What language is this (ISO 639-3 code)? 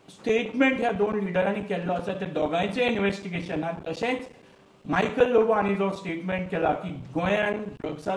kok